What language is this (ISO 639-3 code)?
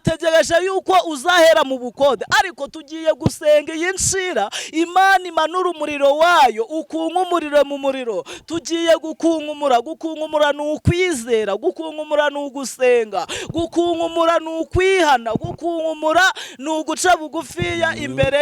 kin